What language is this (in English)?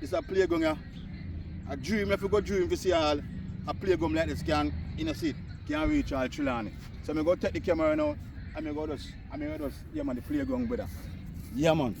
Jamaican Creole English